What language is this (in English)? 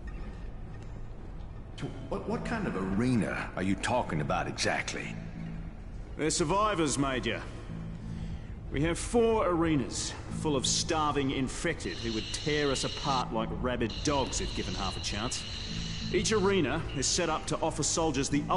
English